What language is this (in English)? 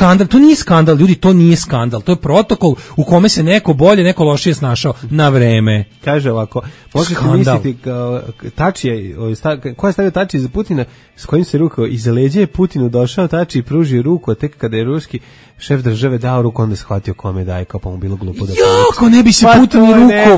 Serbian